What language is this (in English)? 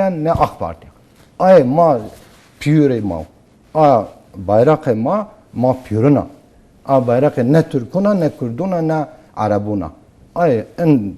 Zaza